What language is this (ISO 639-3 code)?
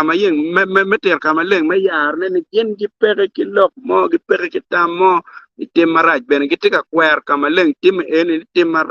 ach